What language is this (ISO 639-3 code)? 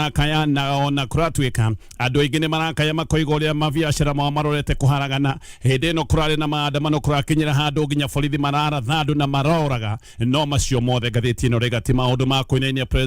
kik